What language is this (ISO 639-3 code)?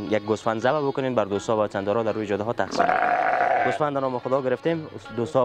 fas